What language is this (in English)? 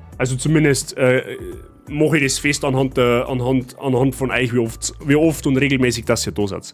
Bavarian